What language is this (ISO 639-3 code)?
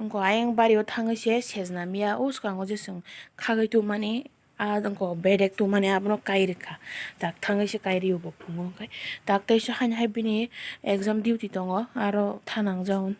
trp